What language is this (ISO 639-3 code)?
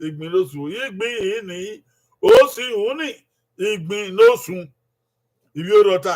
bin